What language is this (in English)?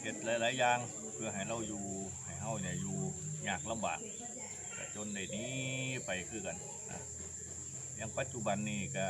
Northeastern Thai